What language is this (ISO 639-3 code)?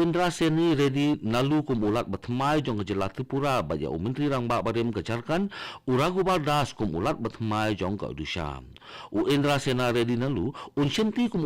kha